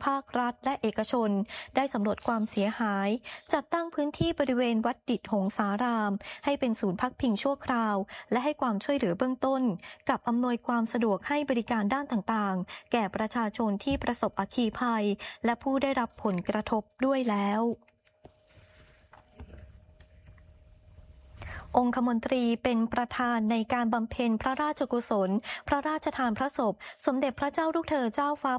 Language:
Thai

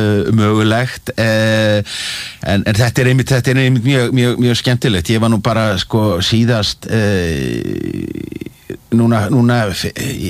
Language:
Icelandic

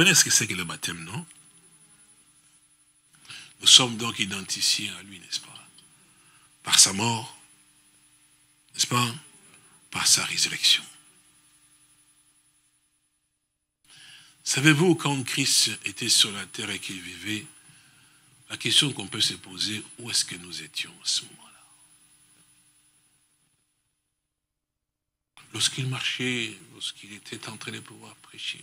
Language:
French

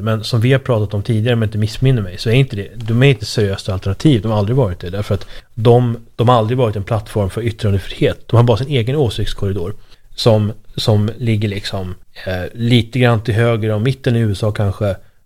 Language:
Swedish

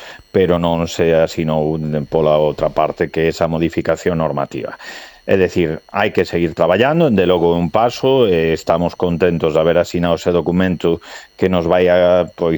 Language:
Galician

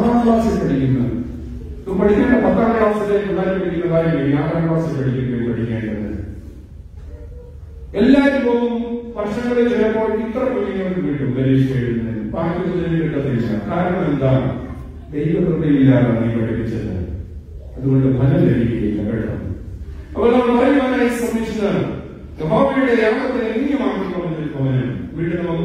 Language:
Malayalam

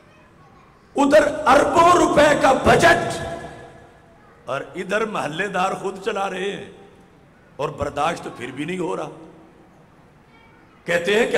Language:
Urdu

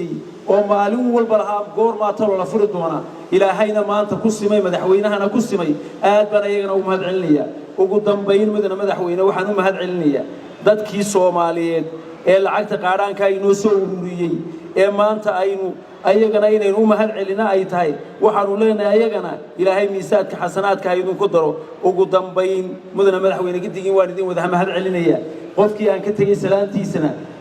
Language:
Somali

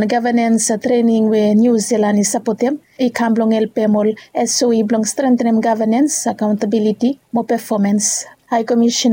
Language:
Bislama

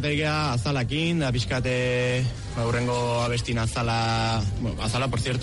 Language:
Basque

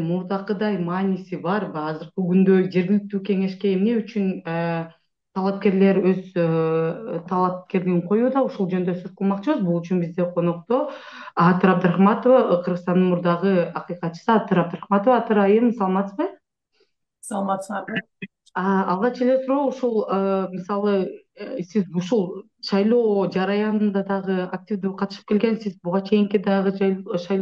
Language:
Kyrgyz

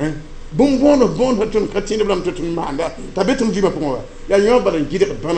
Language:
Mossi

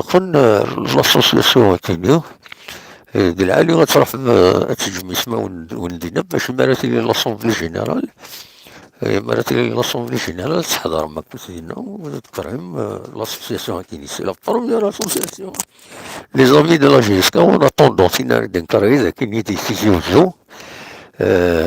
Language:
Kabyle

